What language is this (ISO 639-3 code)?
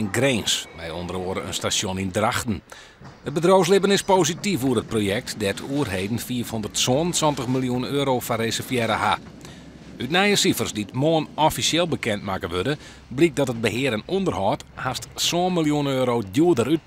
fry